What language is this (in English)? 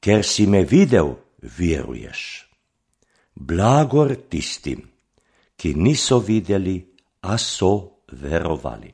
Slovenian